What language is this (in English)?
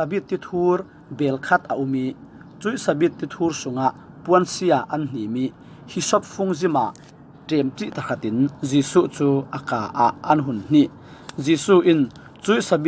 Falam Chin